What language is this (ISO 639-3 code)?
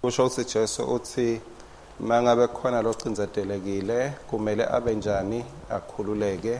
ssw